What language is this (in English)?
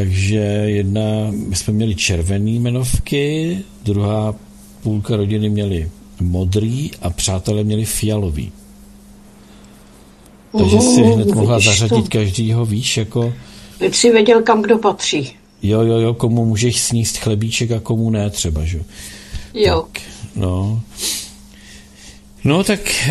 Czech